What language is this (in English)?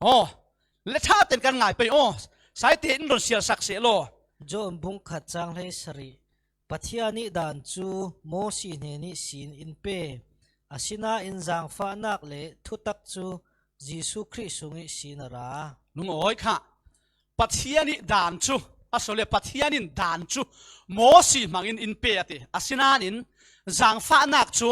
Falam Chin